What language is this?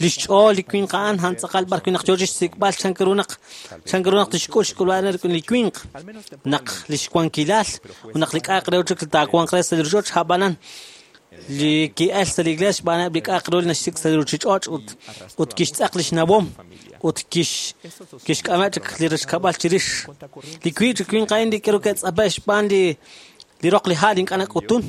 Kekchí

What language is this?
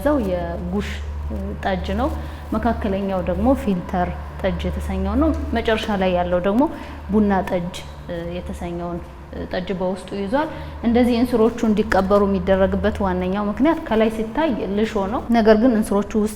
Amharic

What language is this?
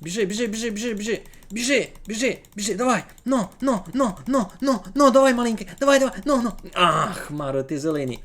Rusyn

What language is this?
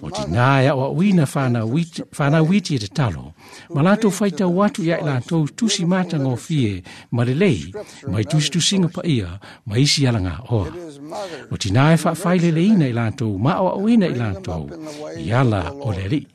Samoan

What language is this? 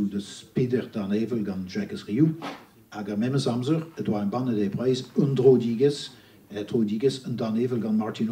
Breton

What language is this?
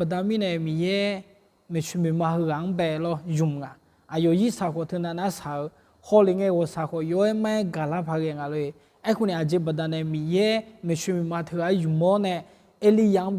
Akha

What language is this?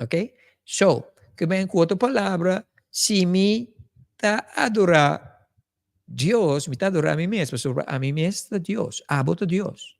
Papiamento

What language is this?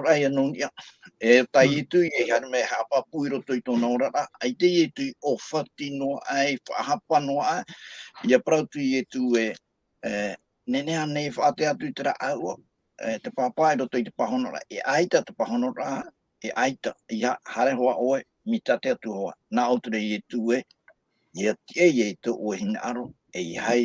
Tahitian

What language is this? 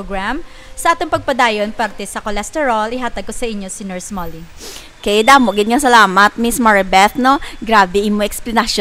Hiligaynon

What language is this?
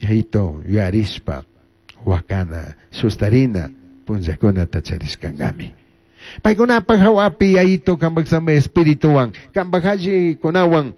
Chimborazo Highland Quichua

